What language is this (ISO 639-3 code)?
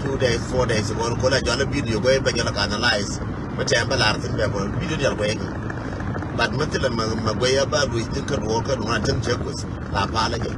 nus